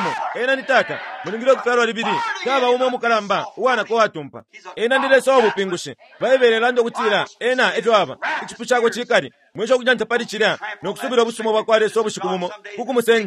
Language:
Bemba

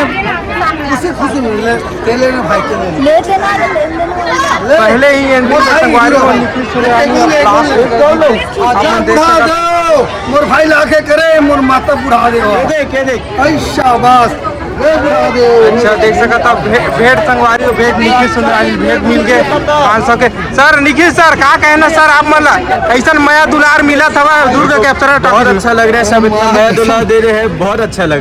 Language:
Chhattisgarhi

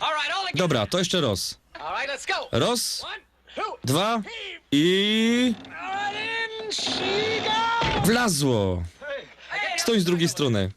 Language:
Silesian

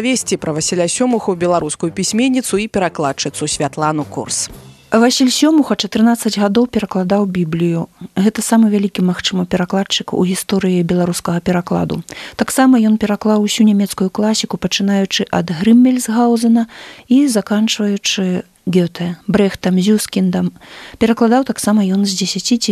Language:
Belarusian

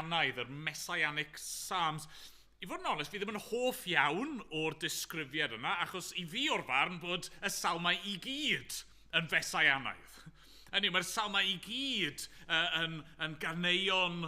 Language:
Welsh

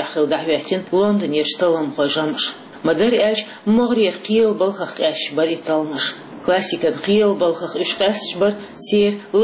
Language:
Chechen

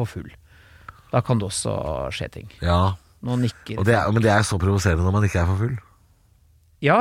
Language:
Norwegian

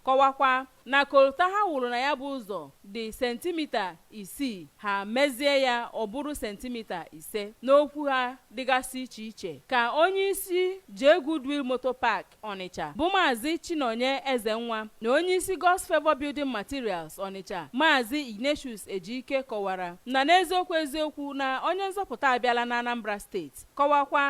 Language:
Igbo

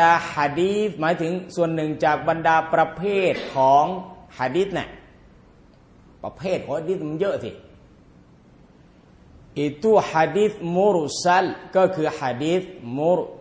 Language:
Thai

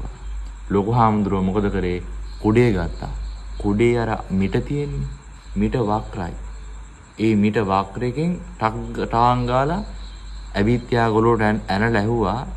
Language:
Sinhala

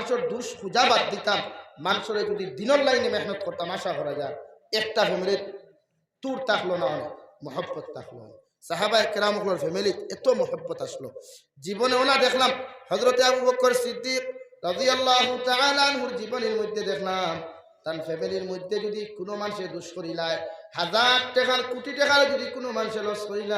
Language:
Sylheti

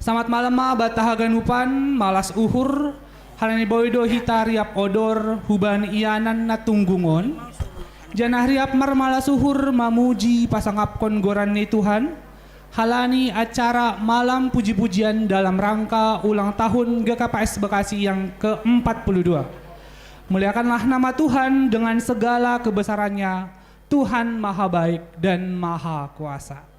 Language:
Batak Simalungun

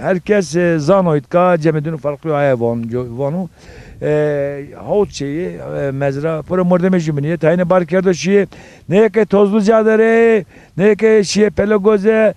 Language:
Zaza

